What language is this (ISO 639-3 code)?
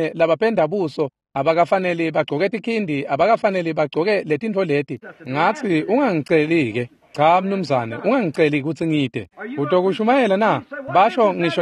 ssw